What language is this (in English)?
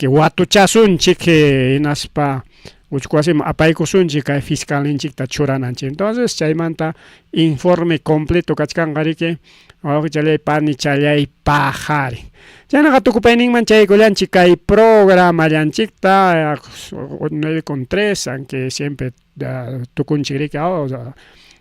Ayacucho Quechua